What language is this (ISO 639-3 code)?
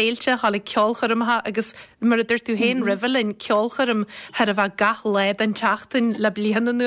gle